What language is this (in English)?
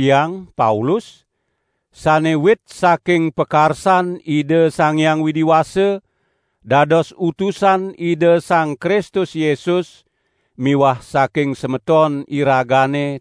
Balinese